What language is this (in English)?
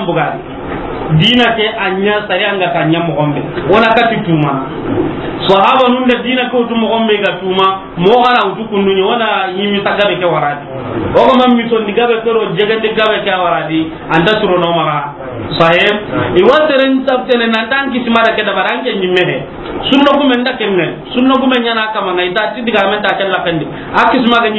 Soninke